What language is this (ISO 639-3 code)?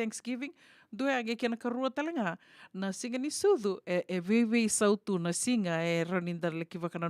fij